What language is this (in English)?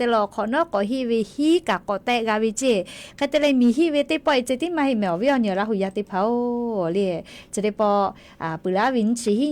Lahu